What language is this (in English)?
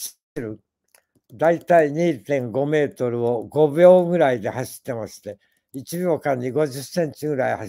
Japanese